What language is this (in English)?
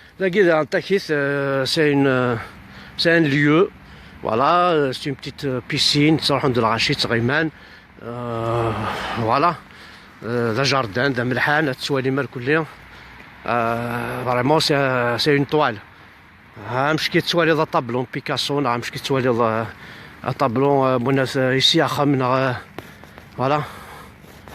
Kabyle